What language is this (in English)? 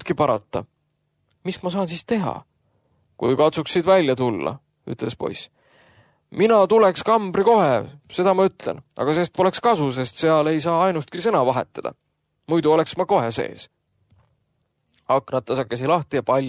Estonian